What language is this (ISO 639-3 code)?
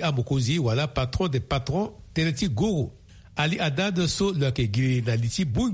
sag